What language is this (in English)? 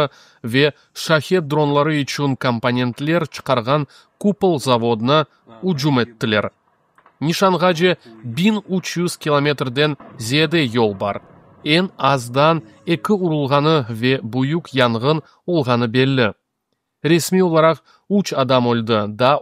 Crimean Tatar